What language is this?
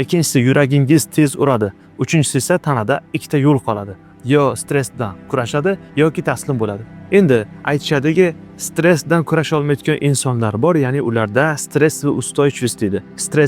Uzbek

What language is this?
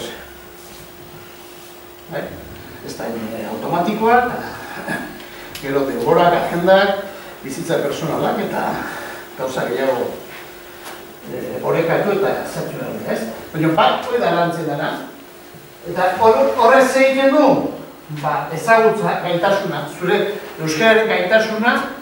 Basque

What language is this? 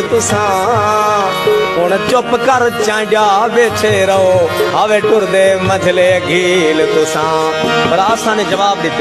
Saraiki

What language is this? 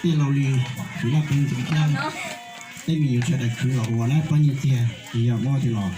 Hmong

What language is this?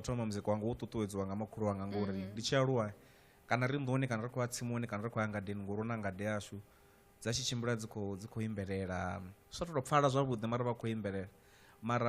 Venda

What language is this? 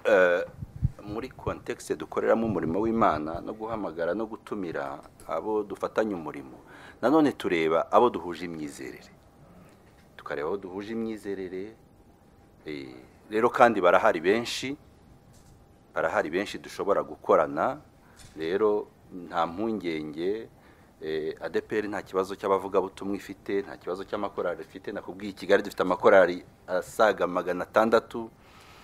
Kinyarwanda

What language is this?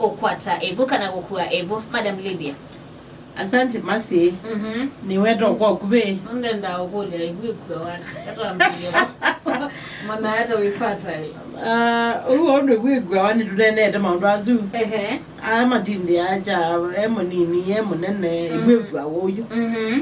Kamba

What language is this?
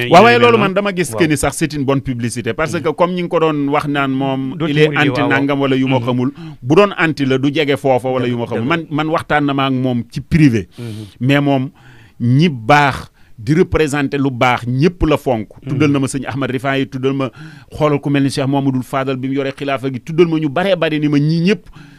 Wolof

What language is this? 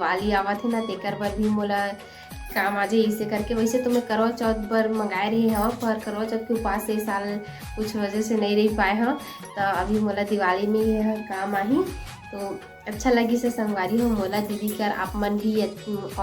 Chhattisgarhi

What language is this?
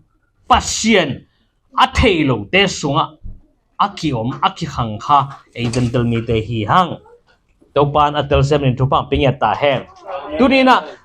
Tedim Chin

